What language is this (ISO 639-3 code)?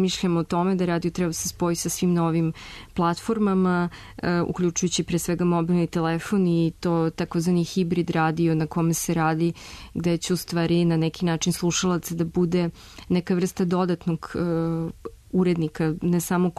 srp